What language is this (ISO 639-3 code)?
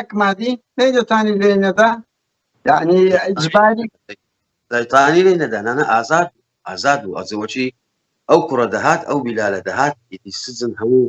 ckb